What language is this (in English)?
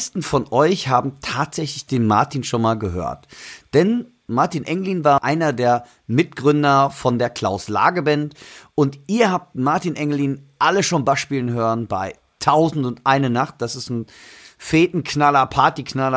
German